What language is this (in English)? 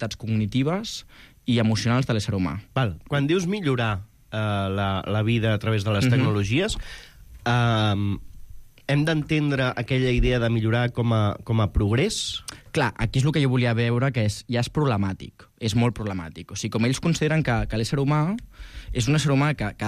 Catalan